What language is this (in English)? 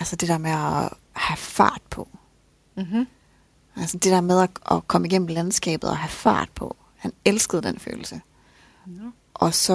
Danish